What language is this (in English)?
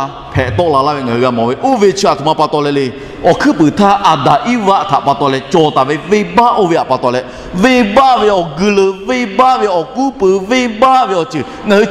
Lahu